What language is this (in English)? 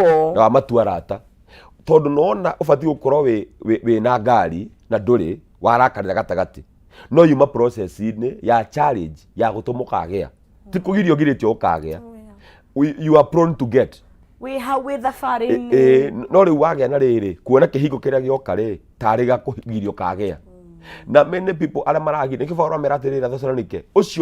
Kikuyu